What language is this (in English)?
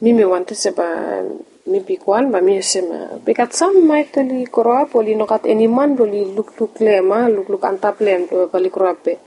Bislama